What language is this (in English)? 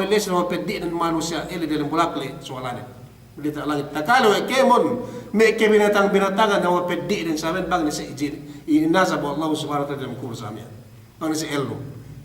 Yakan